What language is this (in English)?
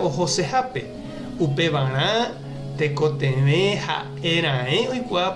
Guarani